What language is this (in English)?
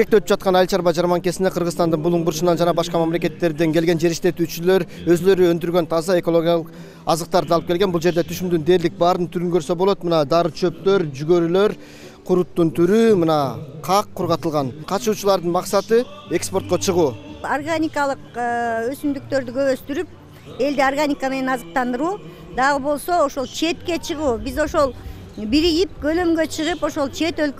Kyrgyz